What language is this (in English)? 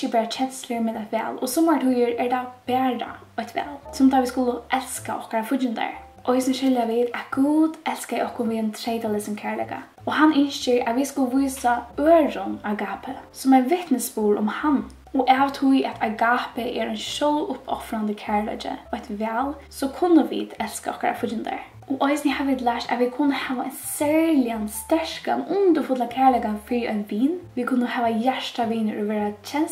Faroese